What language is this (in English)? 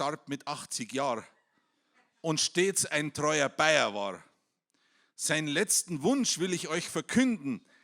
Bavarian